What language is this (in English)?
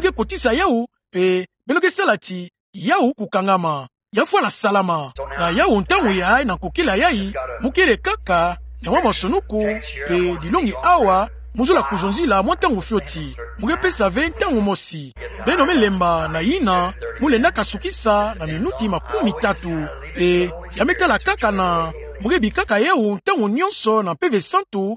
Kituba (Democratic Republic of Congo)